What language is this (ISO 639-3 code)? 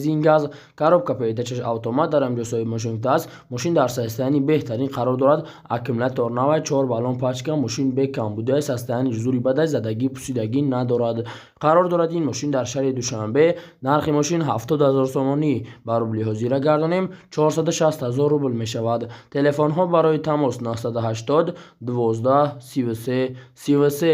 tgk